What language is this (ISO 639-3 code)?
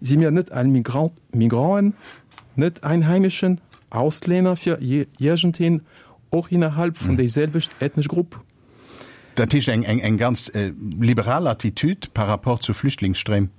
ltz